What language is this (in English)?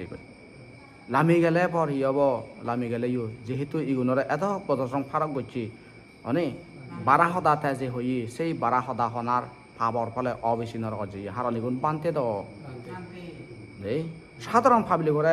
Chakma